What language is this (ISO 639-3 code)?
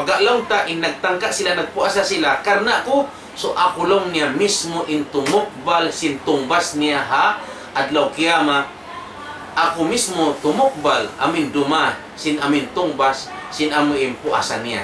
tsg